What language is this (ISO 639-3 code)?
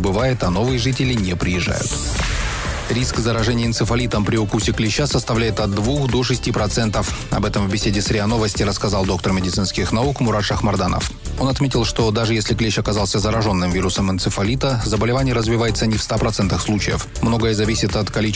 rus